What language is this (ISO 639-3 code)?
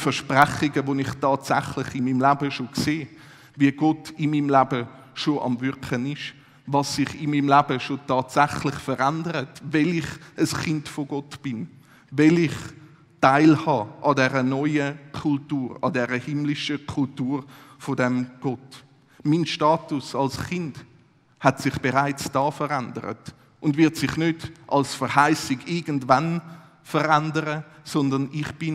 gsw